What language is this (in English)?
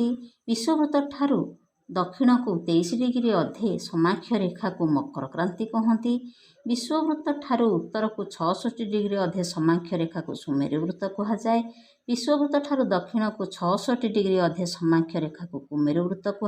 Odia